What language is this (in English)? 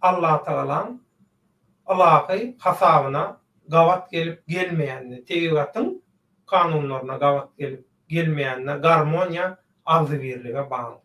Turkmen